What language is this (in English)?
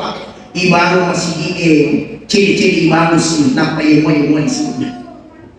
Buginese